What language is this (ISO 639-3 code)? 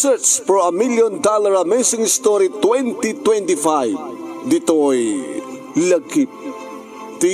ilo